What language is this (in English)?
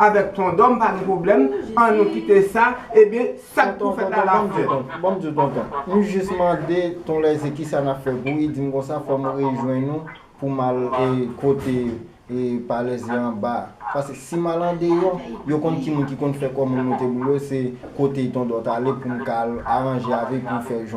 Haitian Creole